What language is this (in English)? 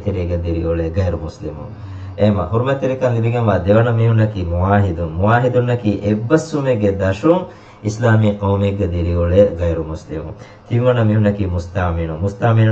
Divehi